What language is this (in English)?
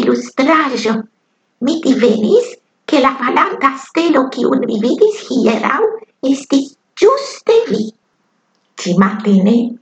Esperanto